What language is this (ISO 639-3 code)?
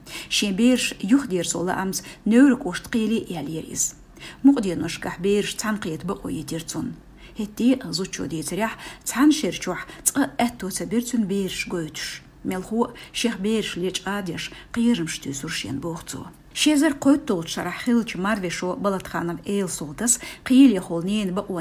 che